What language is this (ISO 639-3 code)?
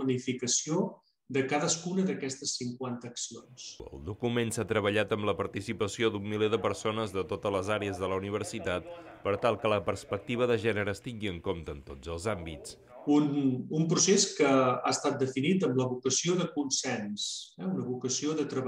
cat